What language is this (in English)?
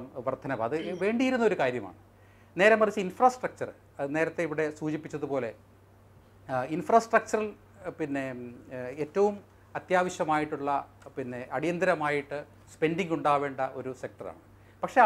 Malayalam